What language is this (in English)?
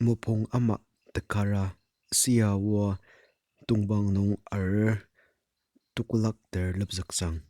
Ao Naga